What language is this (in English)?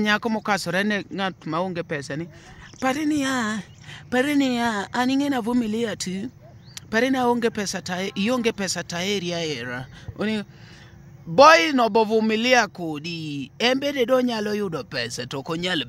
Luo (Kenya and Tanzania)